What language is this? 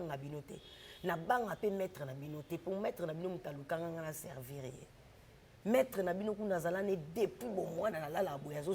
Lingala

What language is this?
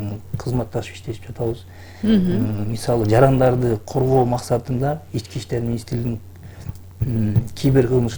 Kyrgyz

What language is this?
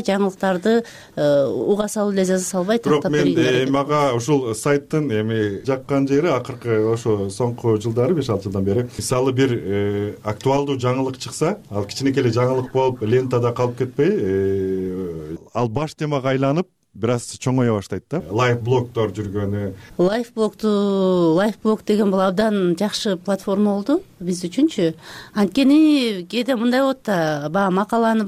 Kyrgyz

